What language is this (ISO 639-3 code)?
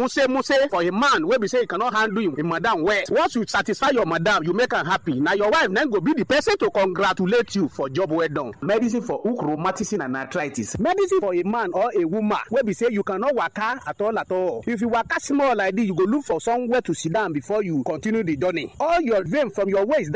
pcm